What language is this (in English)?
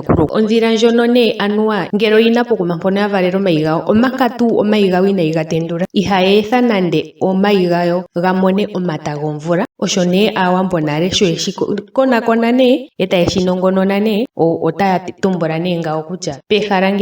Ndonga